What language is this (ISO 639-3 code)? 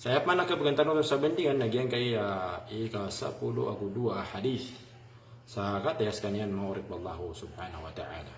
mrw